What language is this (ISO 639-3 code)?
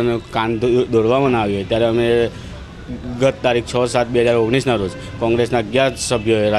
guj